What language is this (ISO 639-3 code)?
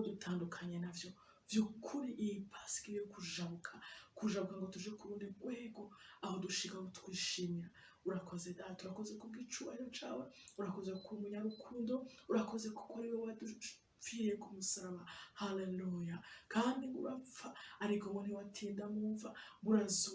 run